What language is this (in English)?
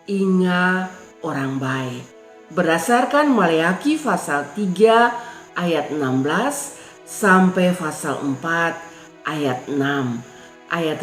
Kupang Malay